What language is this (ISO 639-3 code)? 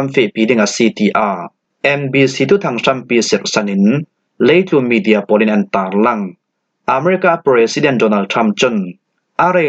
cfm